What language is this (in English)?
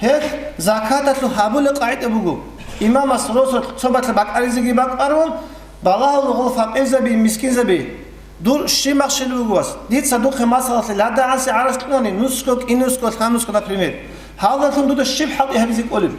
Avaric